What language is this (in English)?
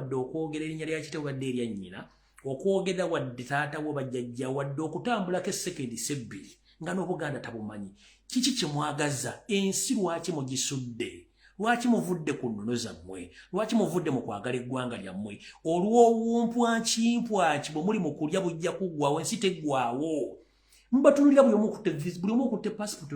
Ganda